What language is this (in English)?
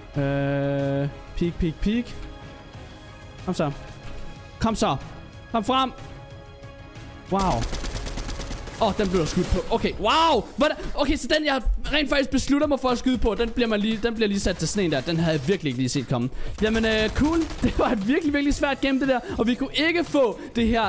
Danish